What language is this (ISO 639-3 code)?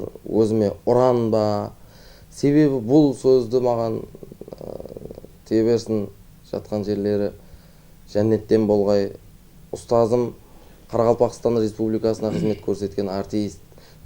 kaa